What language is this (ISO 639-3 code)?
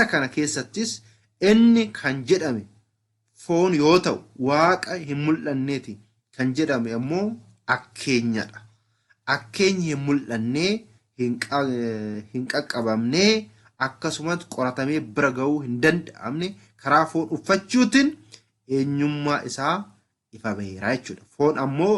orm